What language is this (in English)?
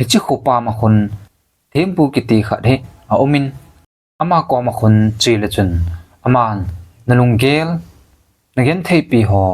Thado Chin